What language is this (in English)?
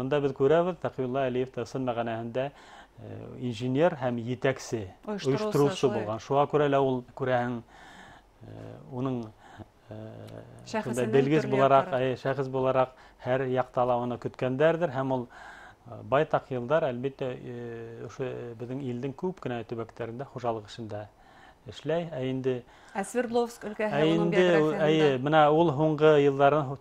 Bashkir